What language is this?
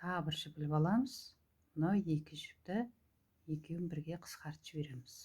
Kazakh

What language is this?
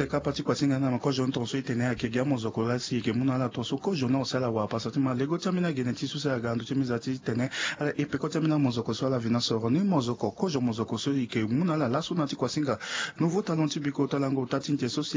Sango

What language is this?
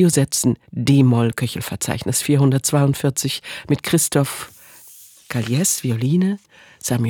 German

